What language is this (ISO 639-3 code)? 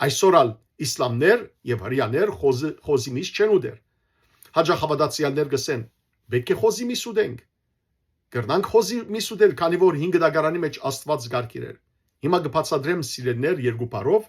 hyw